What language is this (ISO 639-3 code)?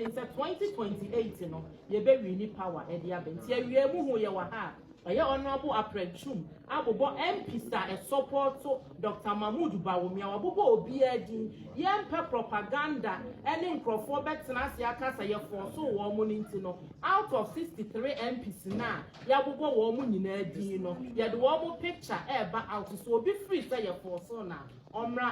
aka